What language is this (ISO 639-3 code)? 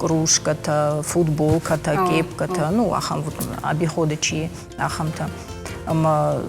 oss